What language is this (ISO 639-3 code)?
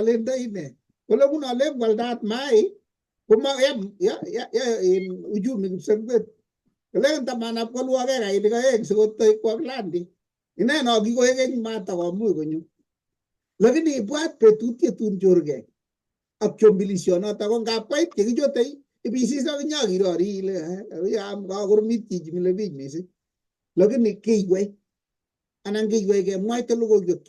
kln